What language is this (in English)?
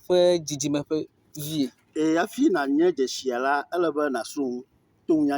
Ewe